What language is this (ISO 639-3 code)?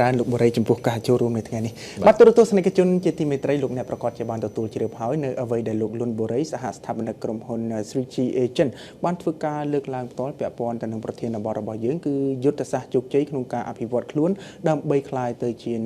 khm